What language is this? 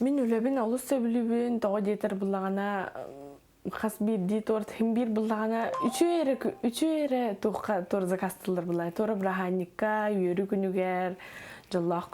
Yakut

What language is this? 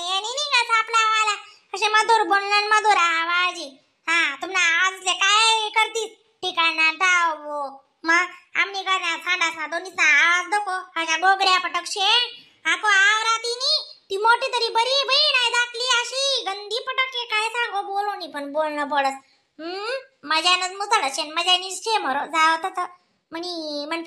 Khandesi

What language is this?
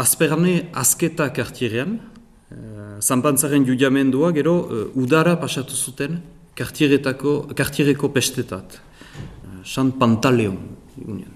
Basque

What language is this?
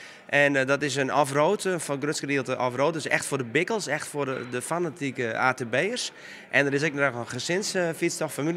Western Frisian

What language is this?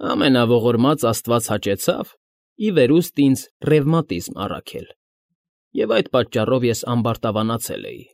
Armenian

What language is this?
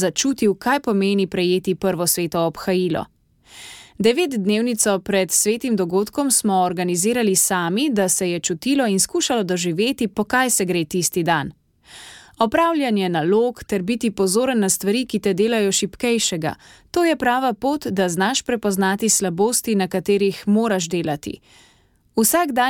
Slovenian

